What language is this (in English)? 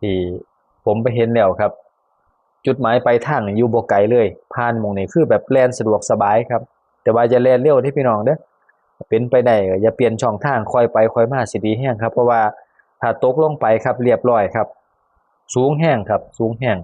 Northeastern Thai